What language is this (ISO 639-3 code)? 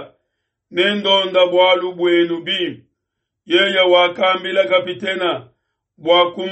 lua